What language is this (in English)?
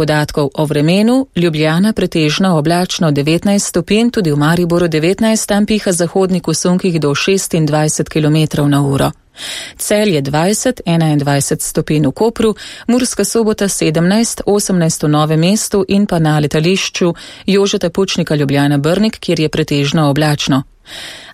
Slovenian